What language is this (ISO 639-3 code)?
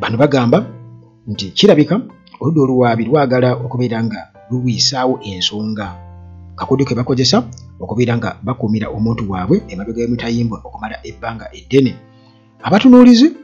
lug